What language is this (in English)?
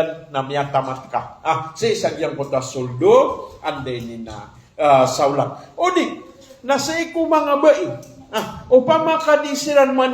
Maranao